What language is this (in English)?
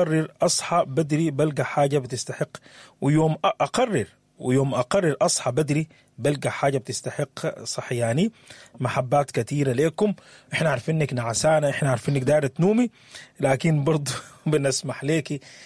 Sudanese Arabic